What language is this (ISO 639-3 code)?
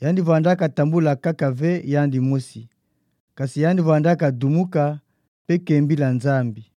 ktu